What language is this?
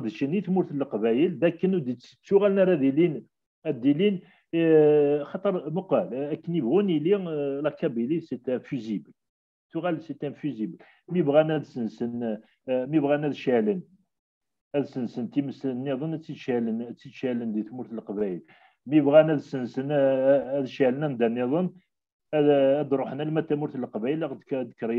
Kabyle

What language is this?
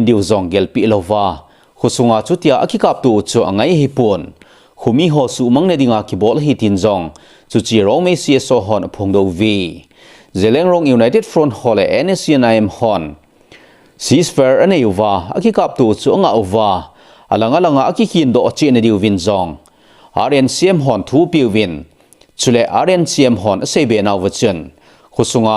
Thado Chin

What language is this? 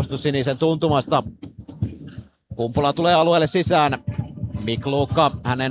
Finnish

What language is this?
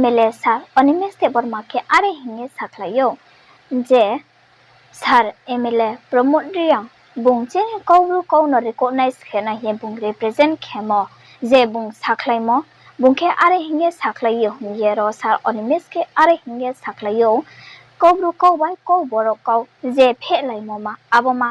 Riang (India)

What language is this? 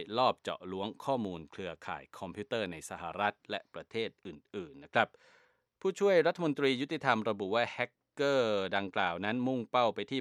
Thai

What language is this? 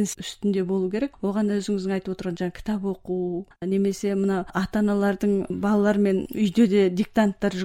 Kazakh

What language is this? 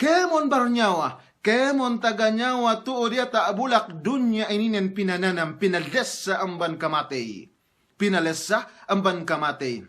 Yakan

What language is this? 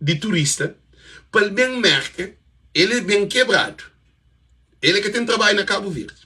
Kabuverdianu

